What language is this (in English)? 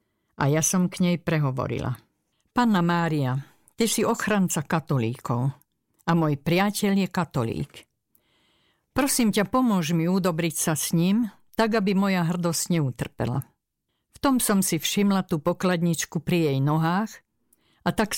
Slovak